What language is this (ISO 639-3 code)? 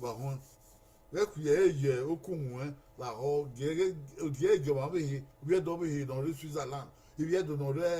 bin